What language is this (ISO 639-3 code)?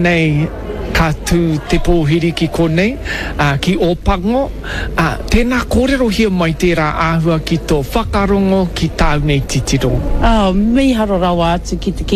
mri